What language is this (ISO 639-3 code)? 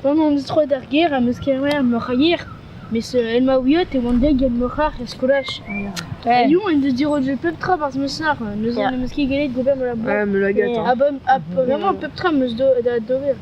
bre